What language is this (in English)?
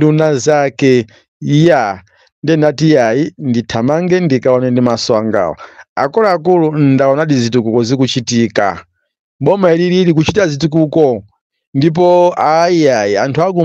Nyanja